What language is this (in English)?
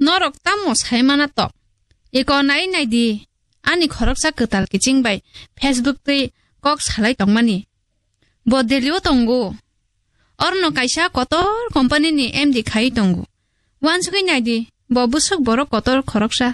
Kok Borok